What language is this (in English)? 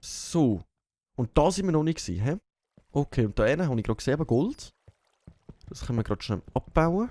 Swiss German